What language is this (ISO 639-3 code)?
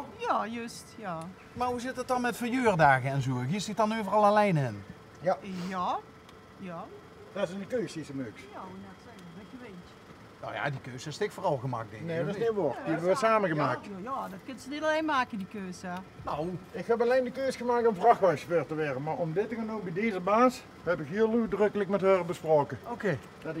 lim